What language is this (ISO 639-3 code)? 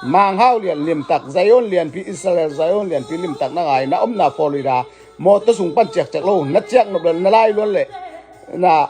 ctd